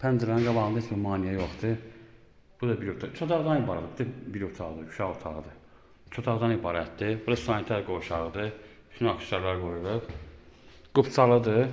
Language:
Azerbaijani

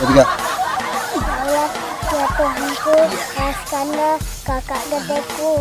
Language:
Musi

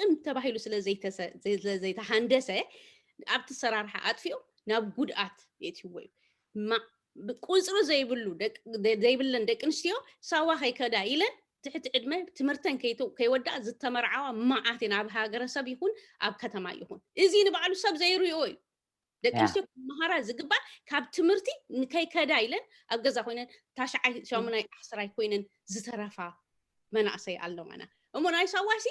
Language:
Tigrinya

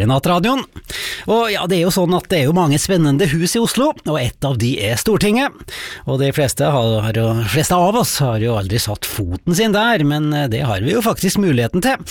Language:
Norwegian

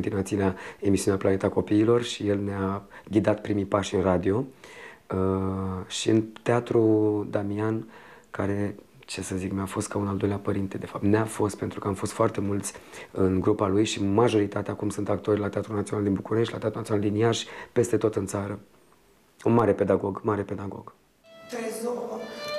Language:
Romanian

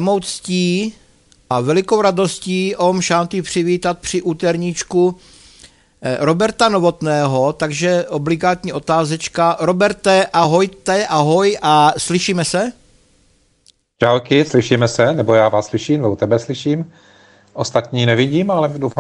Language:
Czech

